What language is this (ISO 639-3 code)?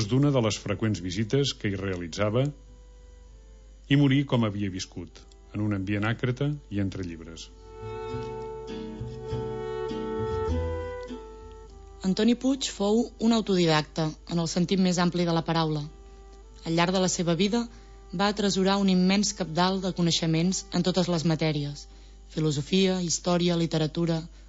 cat